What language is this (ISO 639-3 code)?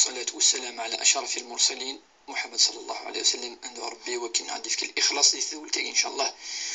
kab